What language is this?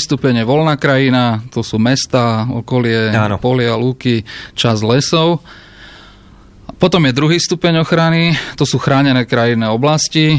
Slovak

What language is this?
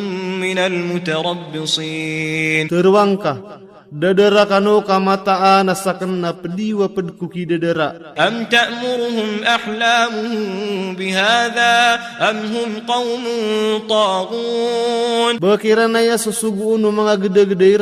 Maranao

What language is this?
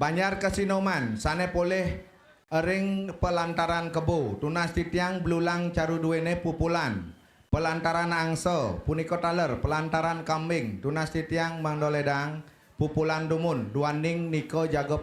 Balinese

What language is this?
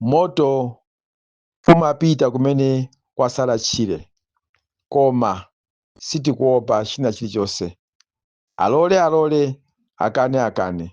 Nyanja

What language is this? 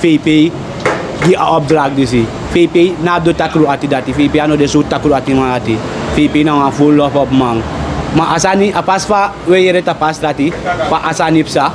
Sranan Tongo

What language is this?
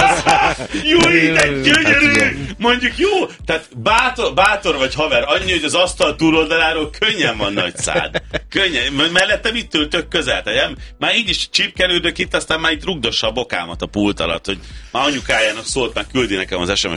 Hungarian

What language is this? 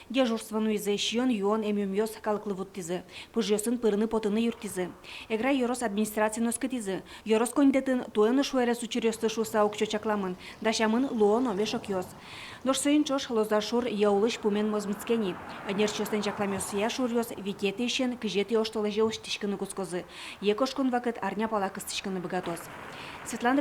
Udmurt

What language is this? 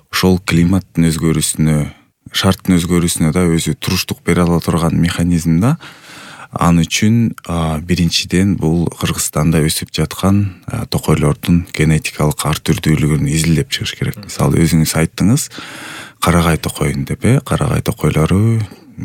Kyrgyz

